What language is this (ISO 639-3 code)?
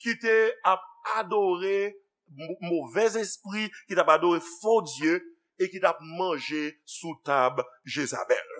hat